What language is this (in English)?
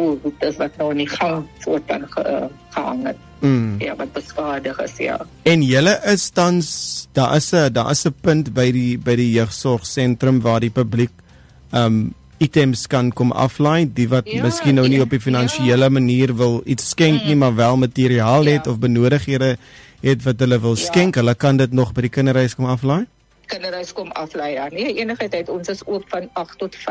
Afrikaans